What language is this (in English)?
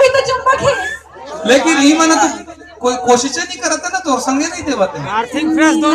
Chhattisgarhi